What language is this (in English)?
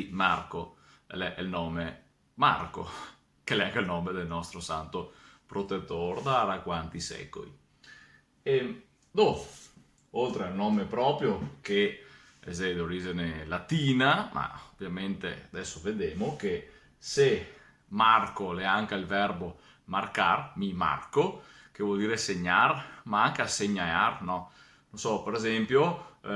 Venetian